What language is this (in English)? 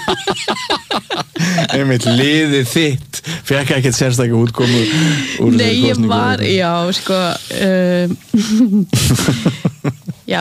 Icelandic